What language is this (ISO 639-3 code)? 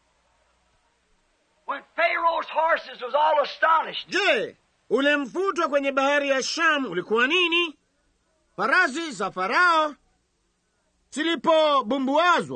swa